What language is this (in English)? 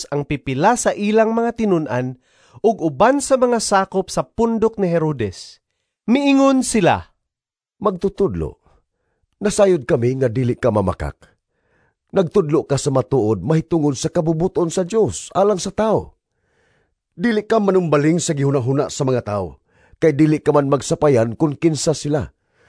Cebuano